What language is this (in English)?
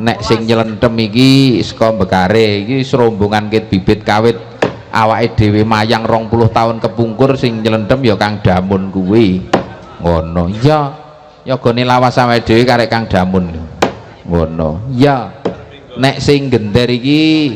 Javanese